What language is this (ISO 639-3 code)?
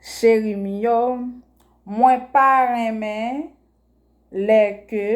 hat